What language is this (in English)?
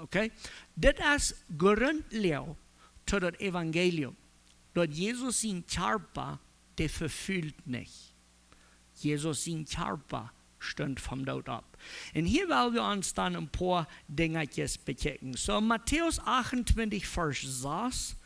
Plautdietsch